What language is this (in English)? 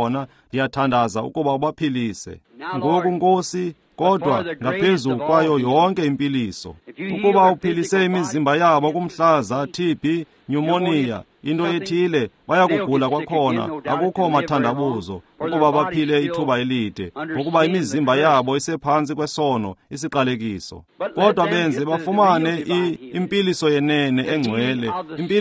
Xhosa